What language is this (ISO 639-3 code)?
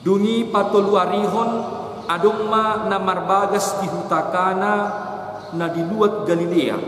bbc